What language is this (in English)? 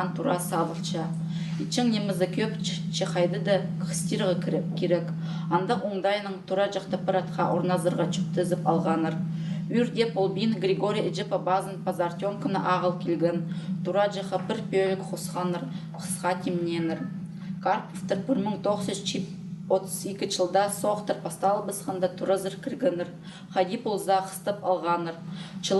Khakas